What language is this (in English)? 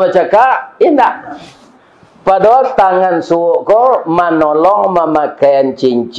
Minangkabau